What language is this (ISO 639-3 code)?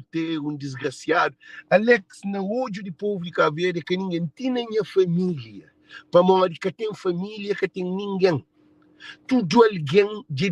kea